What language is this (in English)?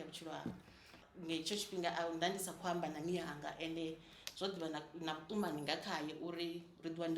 Venda